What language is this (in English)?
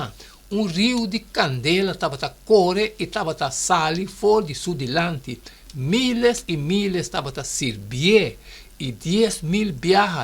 Papiamento